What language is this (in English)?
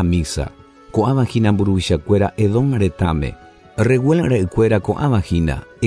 Guarani